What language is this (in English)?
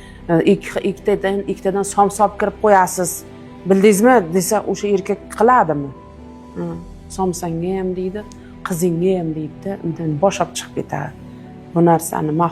Uzbek